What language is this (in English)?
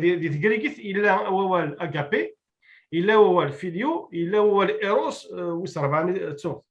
Kabyle